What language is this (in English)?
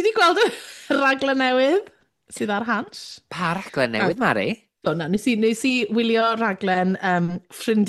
Welsh